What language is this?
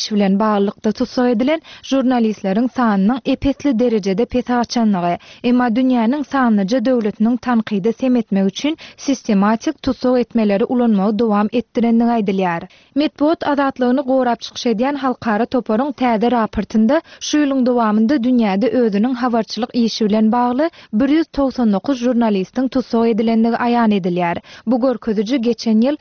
Turkmen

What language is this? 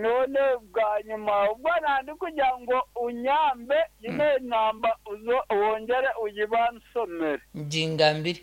Nyankole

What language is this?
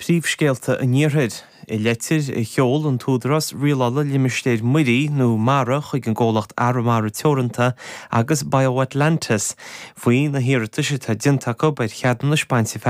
Irish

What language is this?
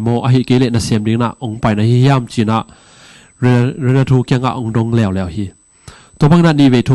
Tedim Chin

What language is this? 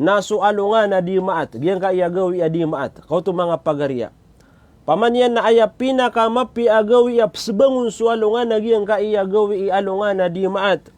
Maranao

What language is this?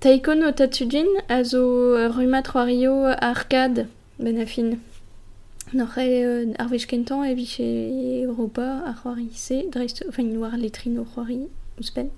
Breton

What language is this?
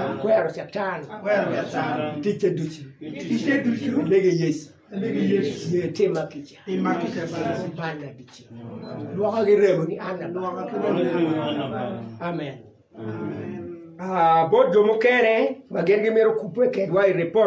Acoli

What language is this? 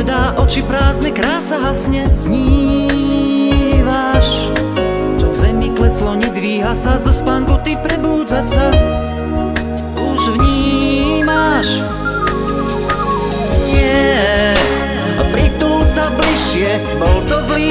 Slovak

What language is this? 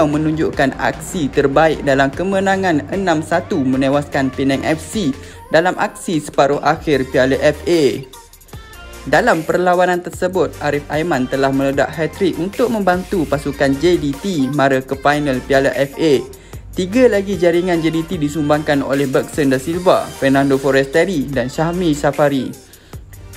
Malay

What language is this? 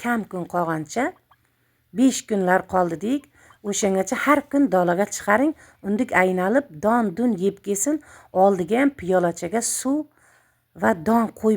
Uzbek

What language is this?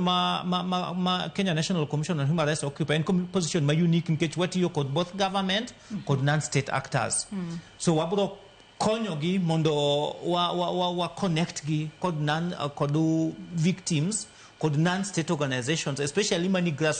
Luo (Kenya and Tanzania)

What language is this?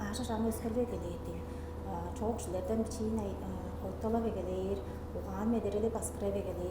Tuvinian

